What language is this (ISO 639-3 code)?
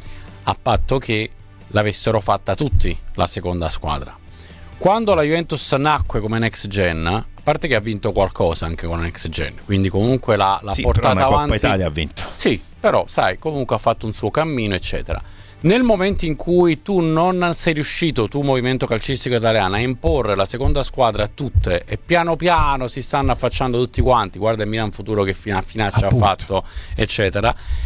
ita